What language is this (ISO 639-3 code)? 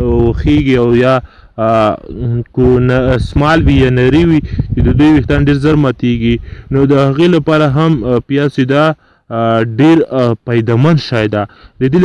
pus